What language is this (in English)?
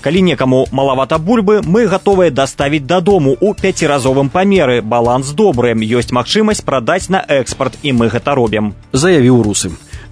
Belarusian